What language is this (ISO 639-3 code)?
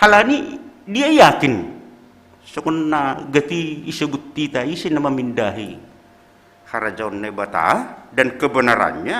bts